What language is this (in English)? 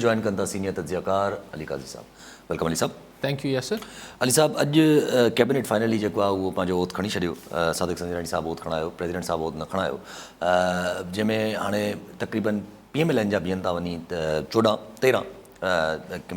Sindhi